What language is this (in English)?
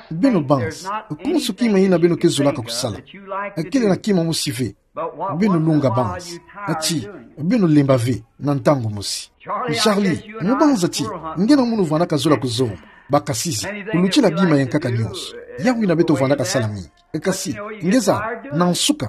Kituba (Democratic Republic of Congo)